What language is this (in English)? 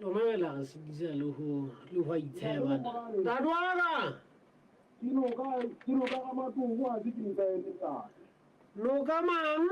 Southern Sotho